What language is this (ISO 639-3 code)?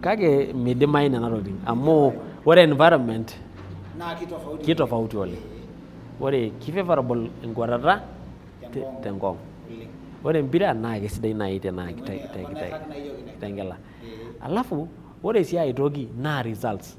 mas